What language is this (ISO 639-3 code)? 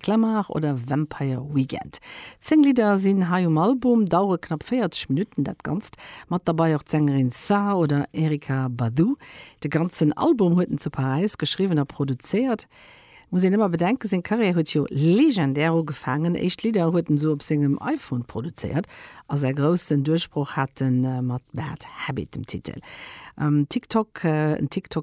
ltz